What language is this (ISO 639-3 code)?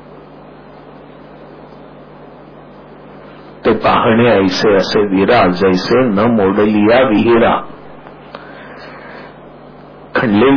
mar